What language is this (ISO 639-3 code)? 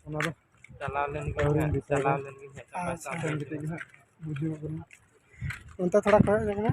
sat